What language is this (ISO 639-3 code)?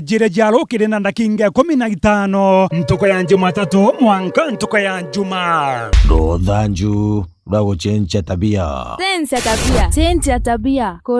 mer